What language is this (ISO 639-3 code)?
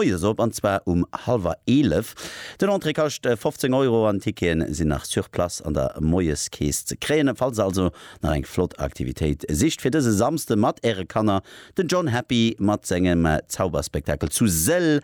ltz